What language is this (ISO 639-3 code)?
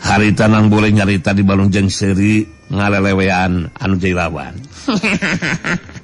sun